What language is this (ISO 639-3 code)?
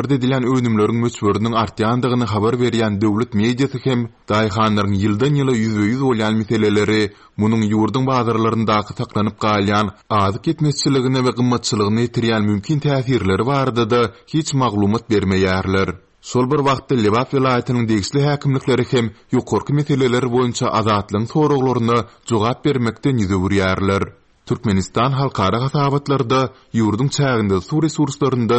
tuk